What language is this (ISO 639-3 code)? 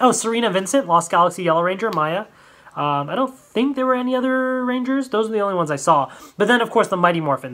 eng